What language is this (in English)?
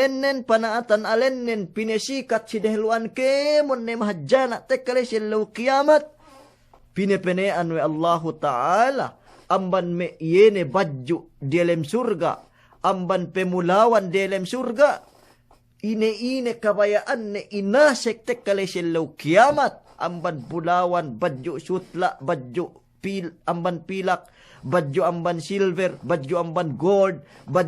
Yakan